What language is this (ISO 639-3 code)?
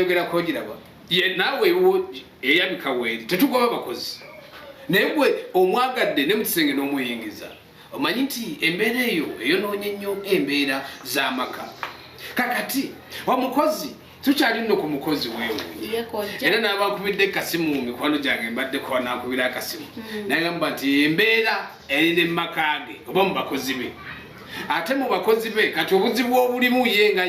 lug